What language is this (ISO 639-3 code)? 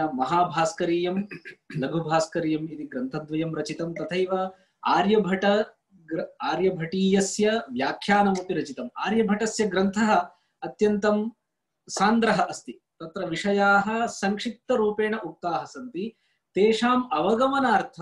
san